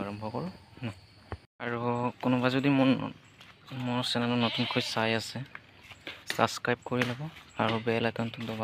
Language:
Assamese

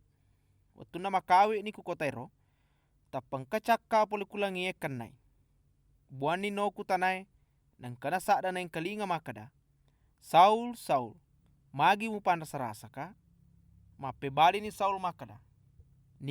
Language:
Buginese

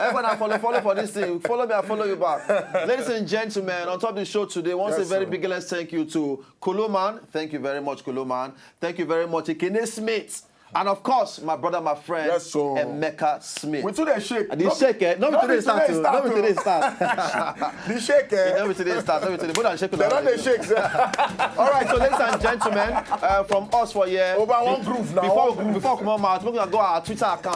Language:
Nigerian Pidgin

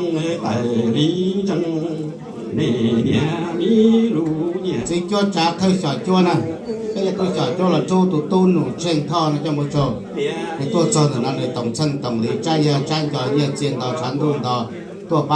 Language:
Hmong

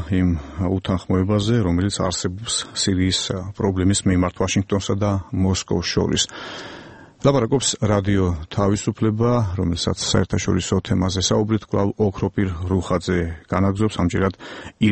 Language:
Georgian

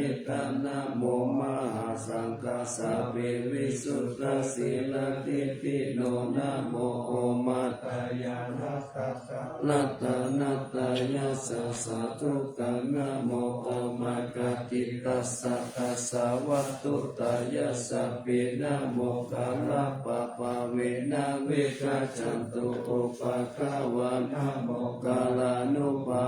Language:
Pali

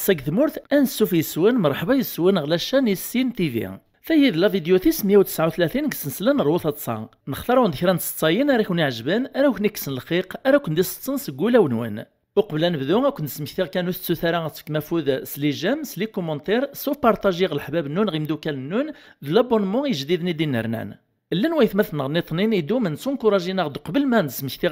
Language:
Kabyle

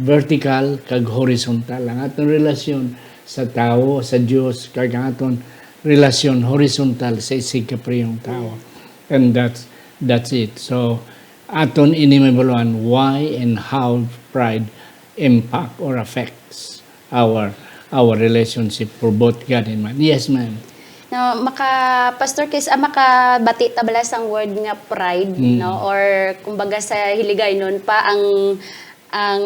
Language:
Hiligaynon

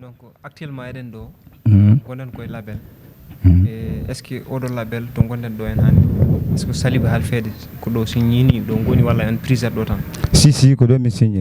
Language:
Fula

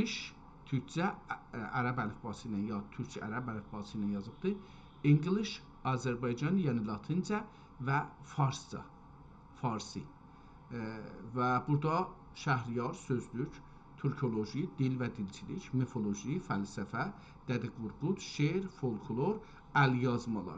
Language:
South Azerbaijani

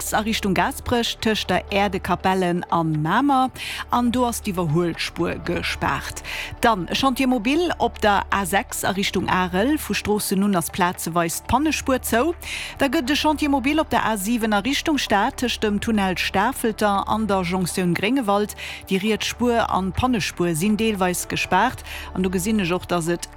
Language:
Luxembourgish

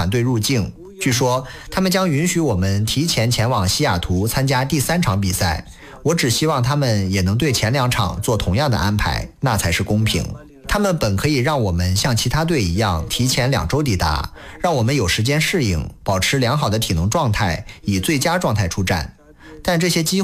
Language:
Chinese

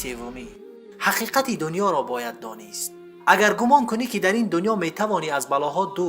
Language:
Persian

